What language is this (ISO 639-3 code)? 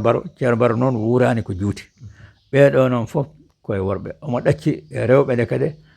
ful